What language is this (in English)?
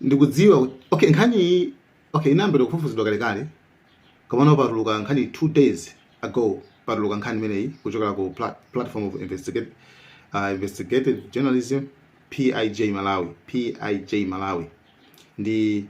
Nyanja